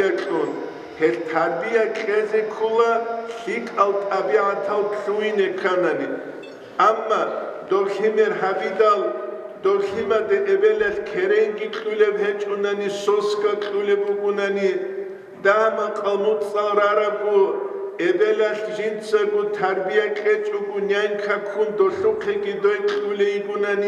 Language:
Avaric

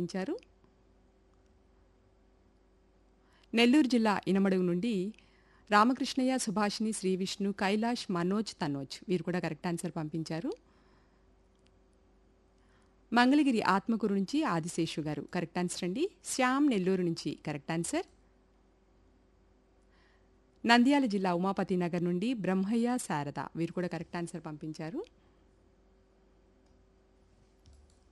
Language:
Telugu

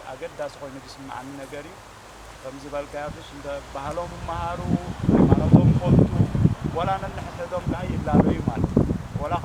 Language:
Tigrinya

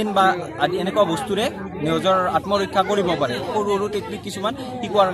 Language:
Assamese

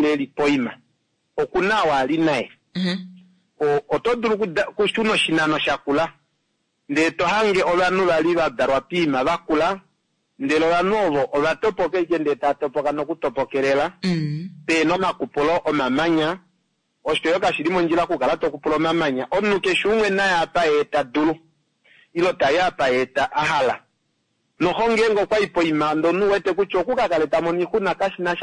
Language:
Kuanyama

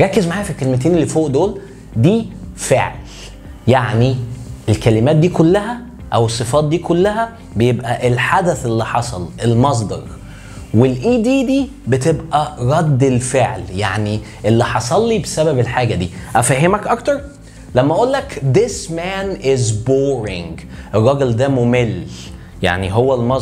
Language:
Egyptian Arabic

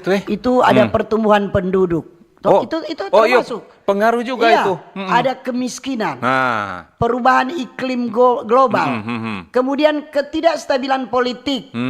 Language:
Manado Malay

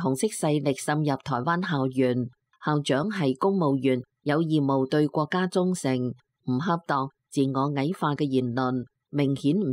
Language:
Cantonese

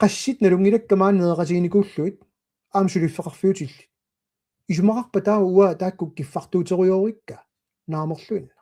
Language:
Kalaallisut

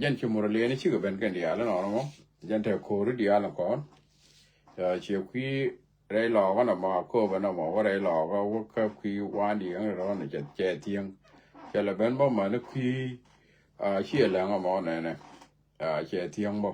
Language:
Nuer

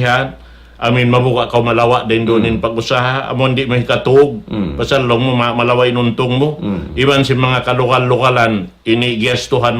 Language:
Tausug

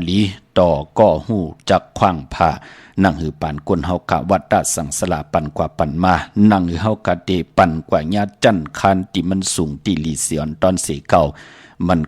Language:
Shan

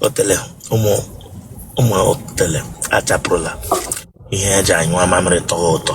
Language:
Igbo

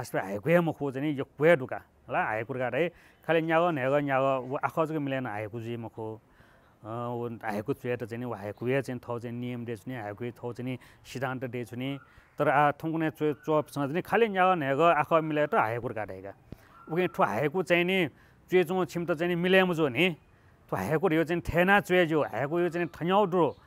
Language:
Newari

